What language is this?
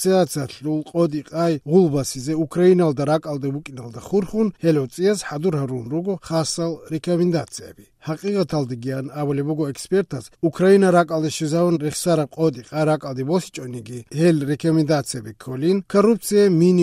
Avaric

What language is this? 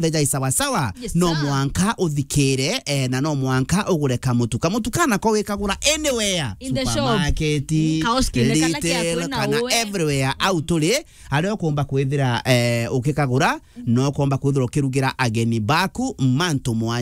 Meru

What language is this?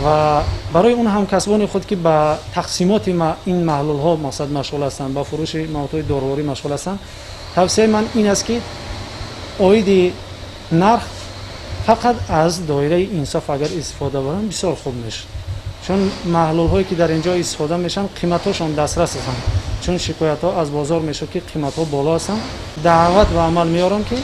Tajik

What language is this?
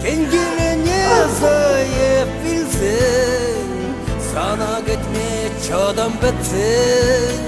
Chuvash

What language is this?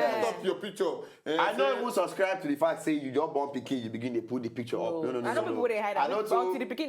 Nigerian Pidgin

